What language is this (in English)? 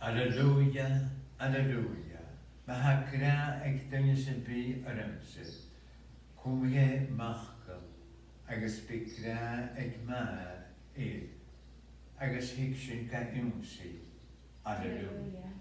Scottish Gaelic